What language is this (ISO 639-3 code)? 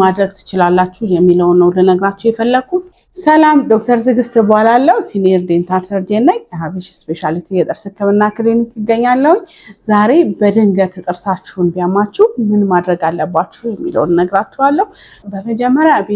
amh